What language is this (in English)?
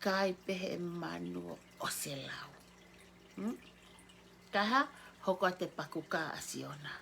Tongan